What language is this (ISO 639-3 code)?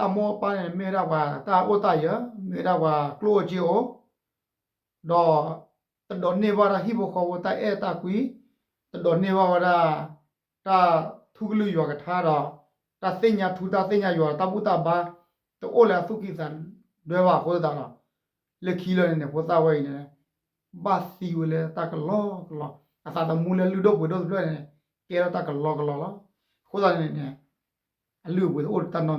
ksw